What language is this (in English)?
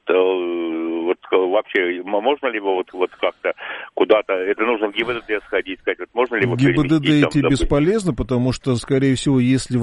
Russian